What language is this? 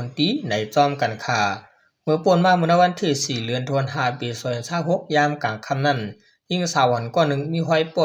Shan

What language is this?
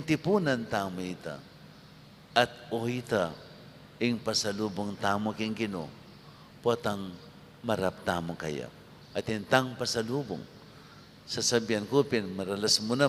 Pampanga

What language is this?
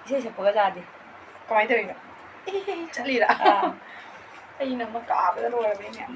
Manipuri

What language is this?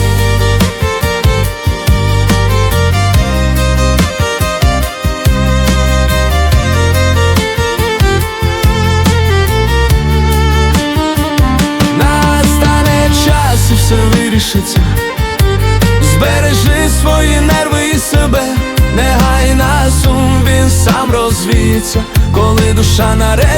Ukrainian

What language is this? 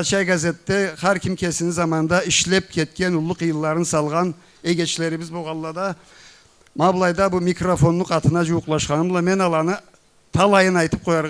Karachay-Balkar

